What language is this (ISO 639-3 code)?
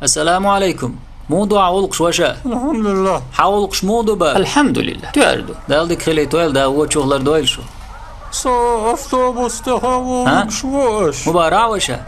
che